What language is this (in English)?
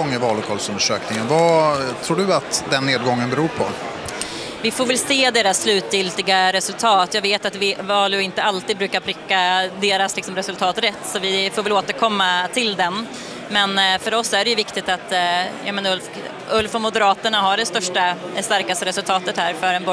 Swedish